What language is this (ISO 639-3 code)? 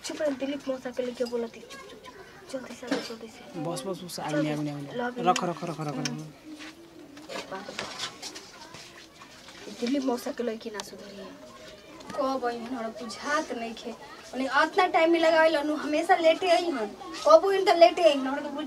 bho